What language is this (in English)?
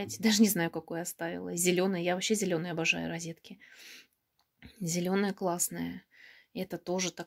Russian